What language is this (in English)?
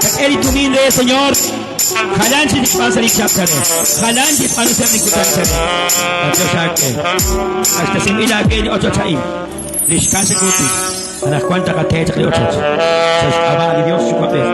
Kekchí